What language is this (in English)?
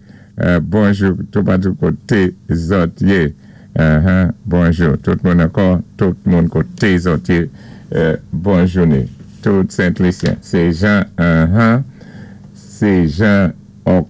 Saint Lucian Creole French